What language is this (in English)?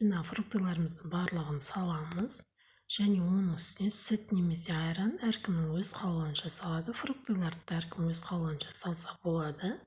Kazakh